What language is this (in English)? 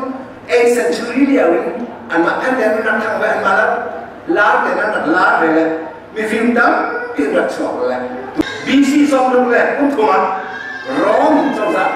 Hakha Chin